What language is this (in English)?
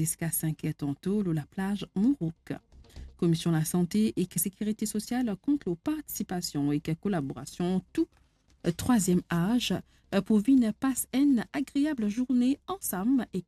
Morisyen